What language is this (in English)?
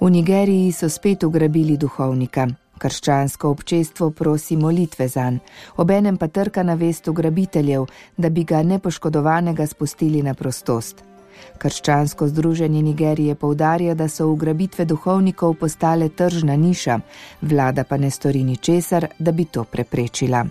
Slovenian